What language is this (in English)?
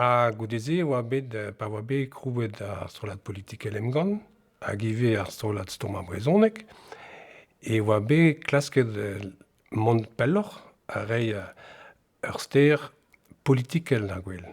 Breton